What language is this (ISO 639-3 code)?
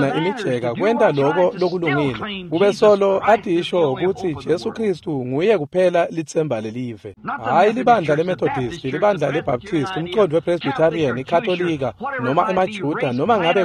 ssw